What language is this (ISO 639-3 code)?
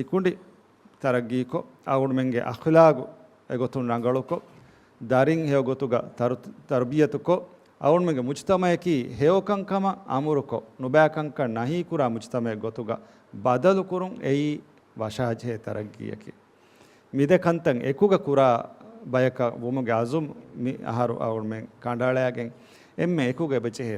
div